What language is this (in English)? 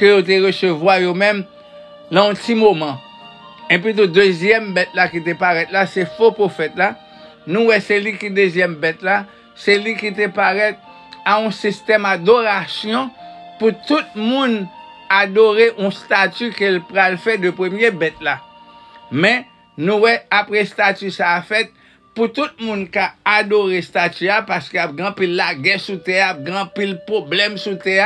Haitian Creole